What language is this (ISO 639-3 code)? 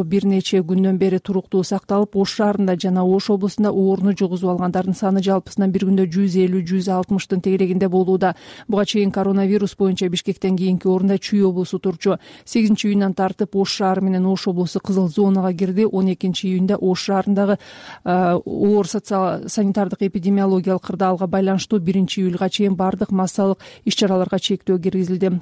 kir